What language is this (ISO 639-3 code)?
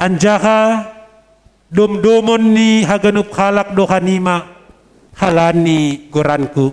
bts